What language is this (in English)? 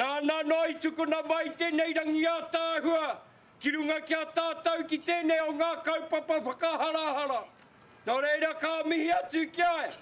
Māori